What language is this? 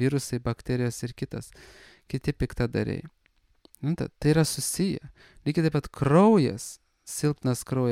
Lithuanian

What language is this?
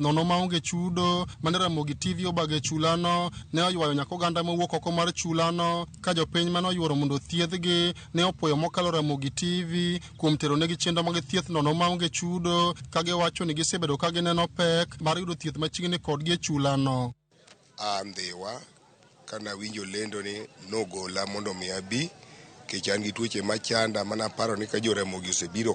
Luo (Kenya and Tanzania)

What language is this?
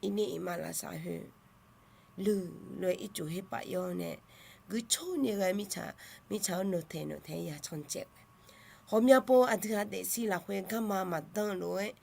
Akha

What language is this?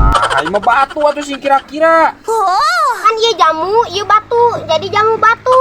Sundanese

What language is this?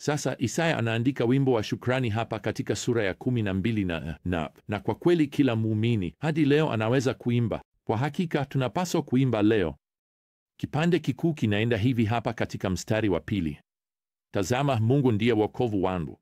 Swahili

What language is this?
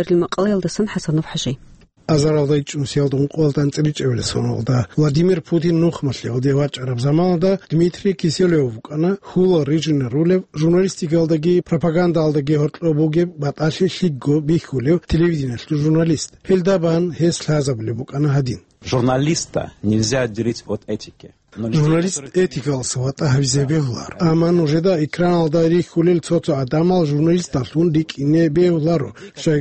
Avaric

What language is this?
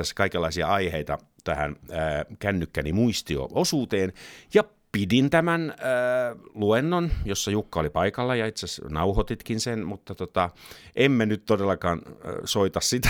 Finnish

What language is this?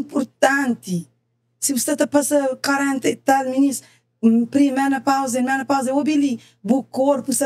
Kabuverdianu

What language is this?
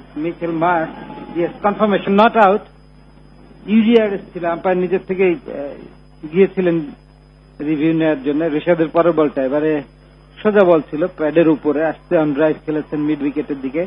Bangla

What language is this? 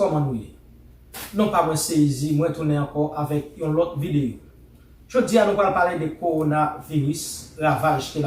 Haitian Creole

